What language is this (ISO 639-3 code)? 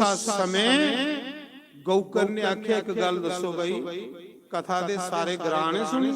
doi